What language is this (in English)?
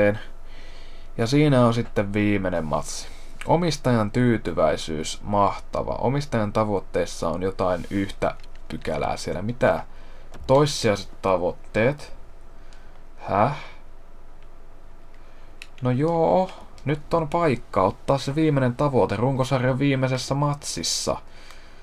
Finnish